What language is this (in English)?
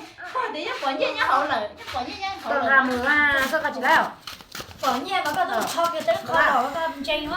Hmong